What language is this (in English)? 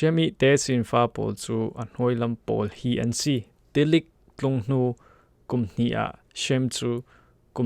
Falam Chin